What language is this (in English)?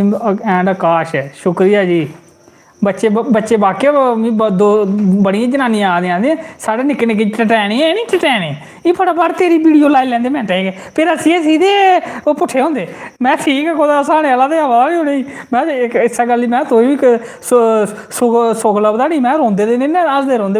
Dogri